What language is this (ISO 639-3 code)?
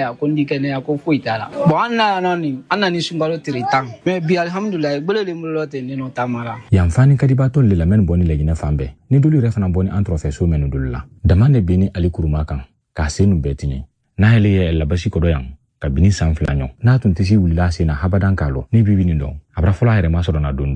bam